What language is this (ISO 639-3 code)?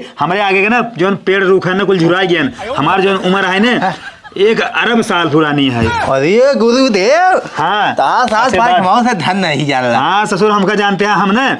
awa